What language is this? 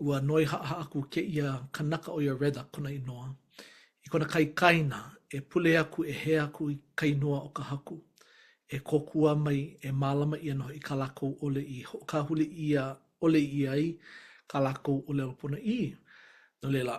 Hawaiian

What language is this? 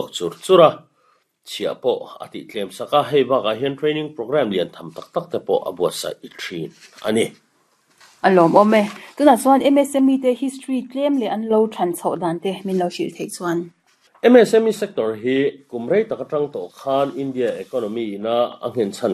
Mizo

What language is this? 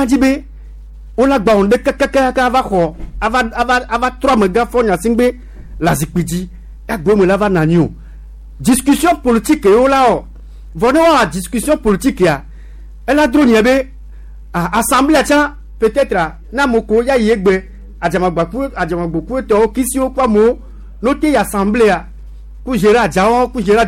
Gen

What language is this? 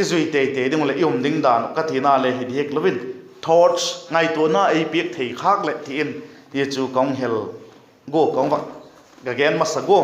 Vaiphei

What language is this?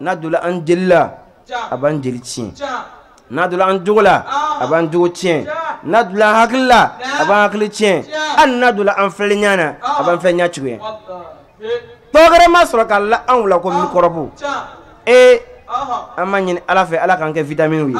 Bambara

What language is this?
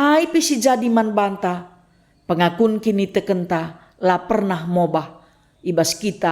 Batak Karo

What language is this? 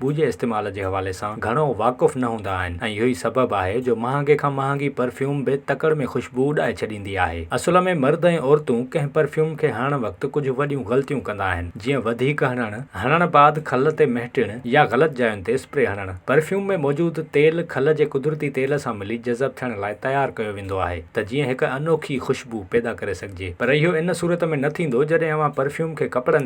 Sindhi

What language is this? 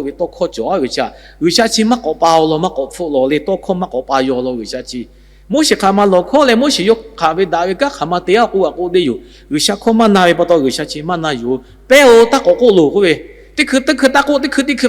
Lahu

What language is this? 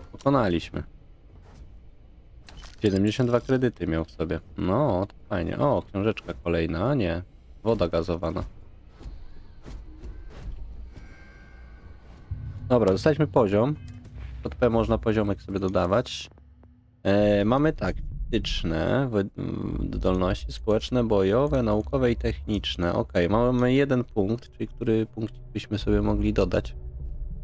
Polish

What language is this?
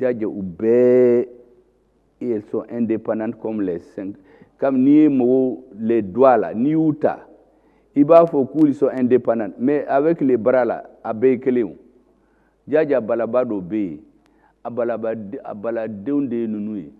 Bambara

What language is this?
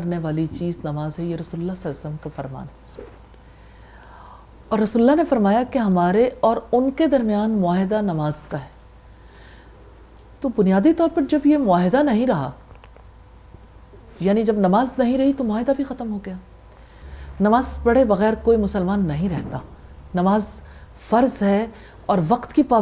Urdu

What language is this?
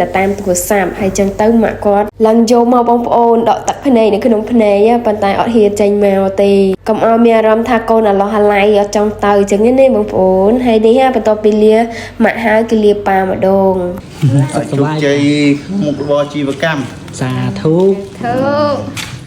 Khmer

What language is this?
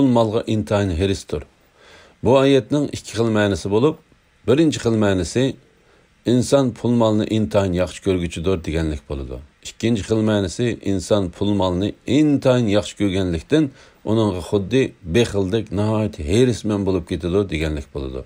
Uyghur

